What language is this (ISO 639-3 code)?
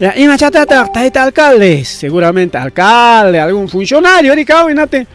quy